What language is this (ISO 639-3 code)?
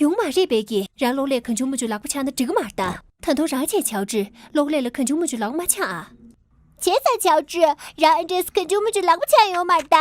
bod